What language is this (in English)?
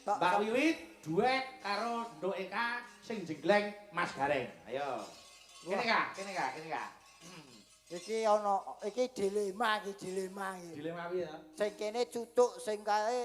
Javanese